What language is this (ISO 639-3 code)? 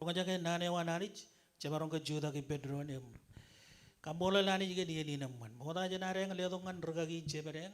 mah